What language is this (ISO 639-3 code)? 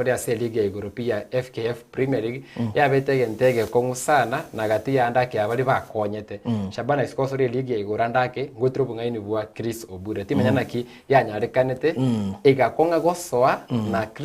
guz